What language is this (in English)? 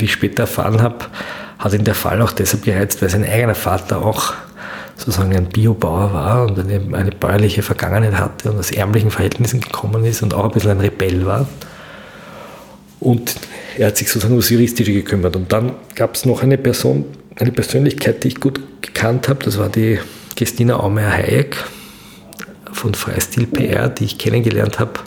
German